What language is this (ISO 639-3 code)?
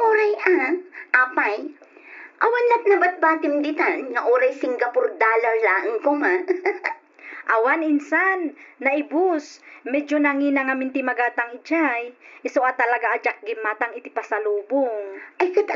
ilo